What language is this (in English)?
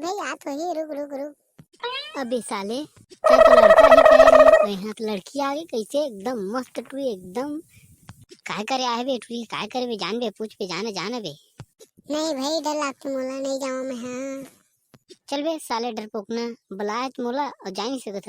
Chhattisgarhi